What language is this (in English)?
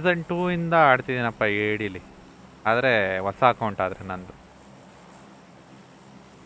Kannada